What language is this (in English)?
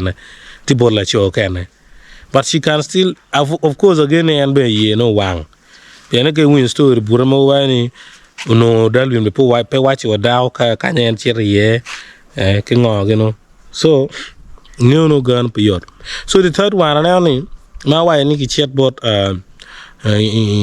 Acoli